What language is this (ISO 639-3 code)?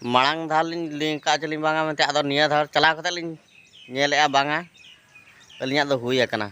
sat